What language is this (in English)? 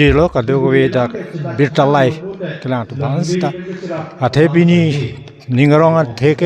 Karbi